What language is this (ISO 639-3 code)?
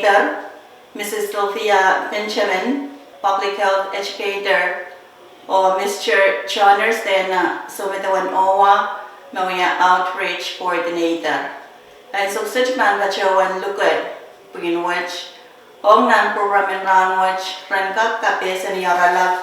pon